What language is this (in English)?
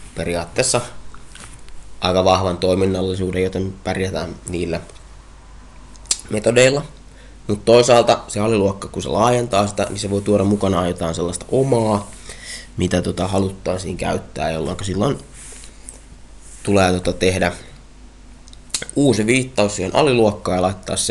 Finnish